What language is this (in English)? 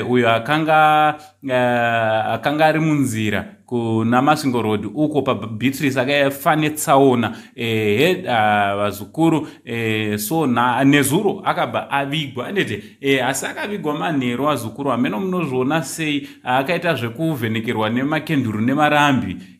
Shona